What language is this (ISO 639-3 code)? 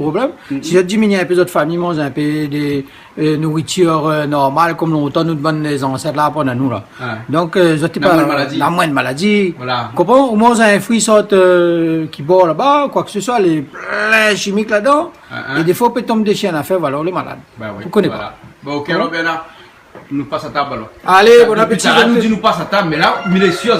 rcf